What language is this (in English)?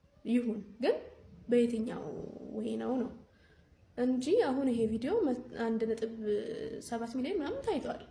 Amharic